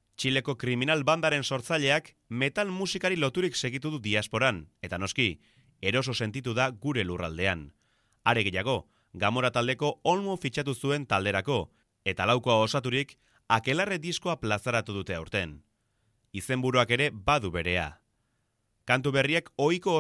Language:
Basque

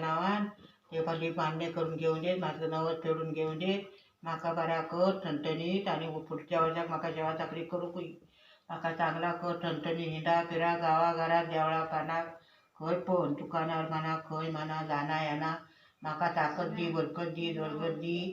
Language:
Konkani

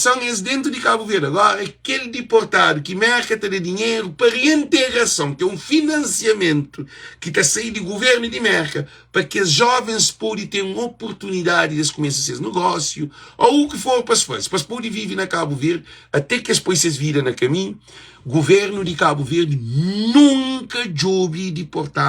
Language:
Kabuverdianu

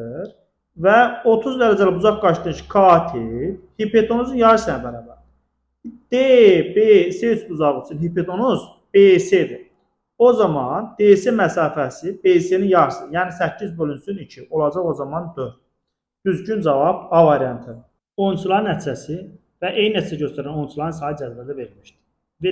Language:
Azerbaijani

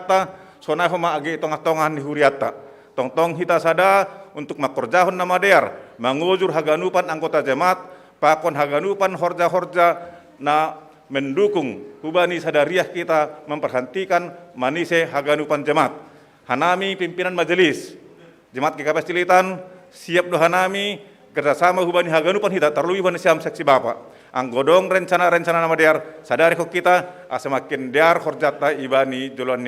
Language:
Batak Simalungun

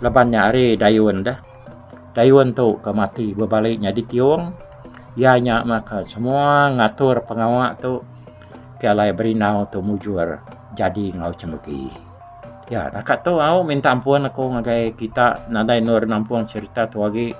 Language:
Iban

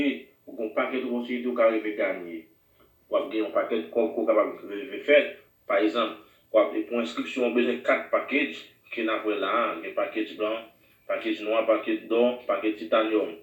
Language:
Haitian Creole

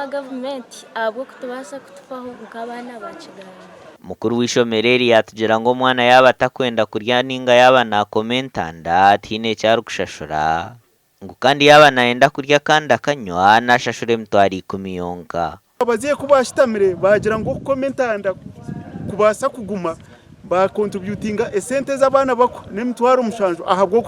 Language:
Nyankole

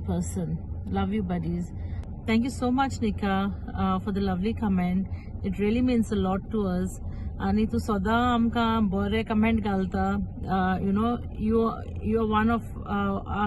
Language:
Konkani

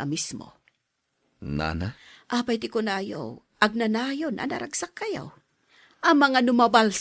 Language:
Iloko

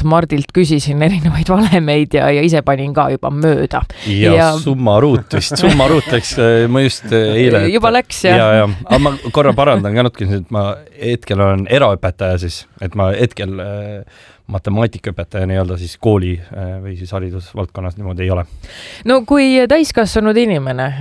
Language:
Estonian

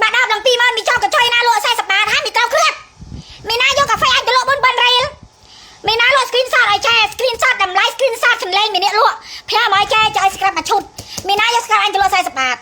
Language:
Khmer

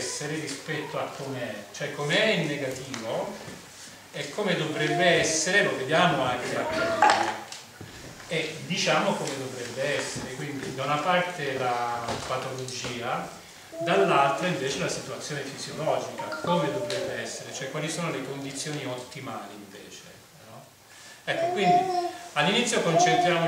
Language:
Italian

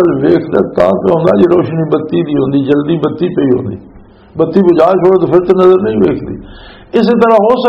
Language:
Western Panjabi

